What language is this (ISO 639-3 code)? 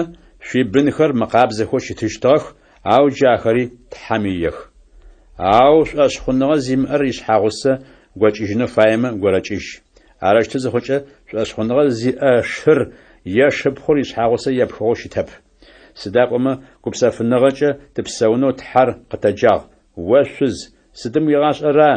ady